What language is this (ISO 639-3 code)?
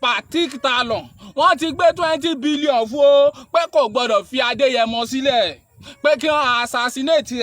yor